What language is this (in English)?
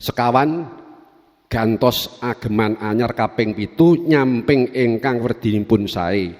Javanese